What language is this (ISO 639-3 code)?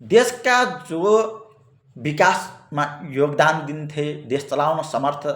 nep